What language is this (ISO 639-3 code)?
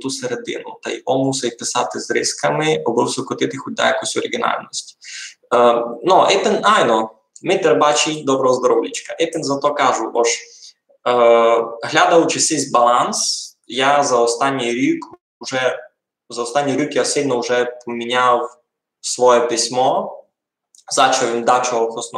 rue